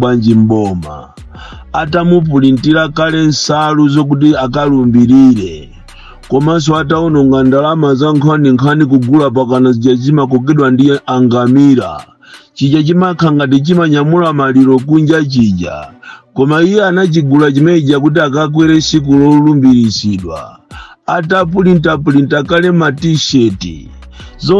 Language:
Nyanja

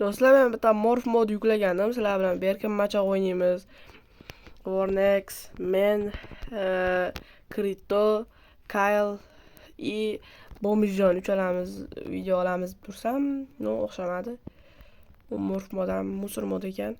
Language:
Uzbek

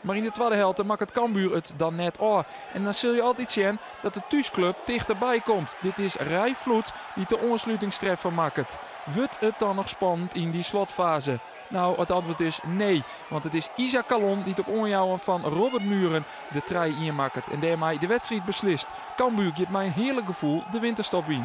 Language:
Western Frisian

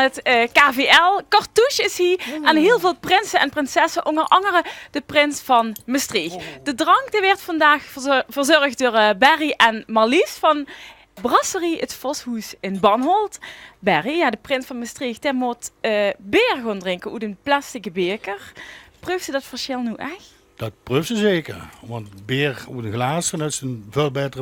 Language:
Limburgish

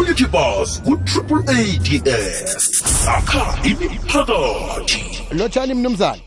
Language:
South Ndebele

